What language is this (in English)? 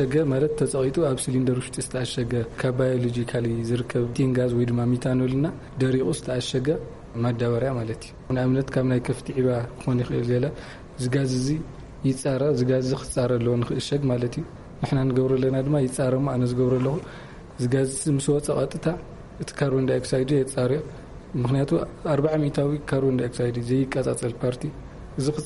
Tigrinya